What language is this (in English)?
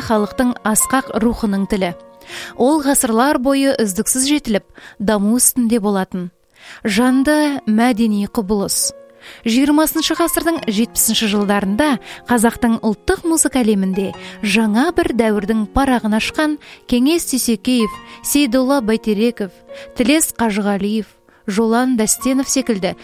Kazakh